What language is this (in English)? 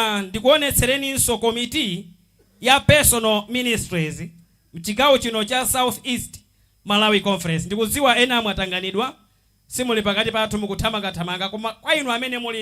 Nyanja